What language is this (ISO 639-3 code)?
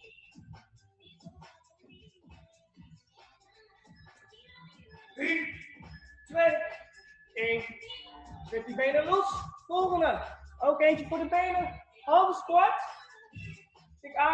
nld